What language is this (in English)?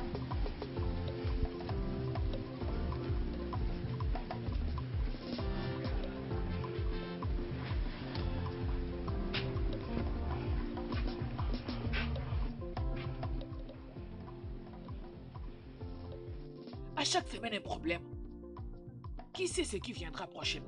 French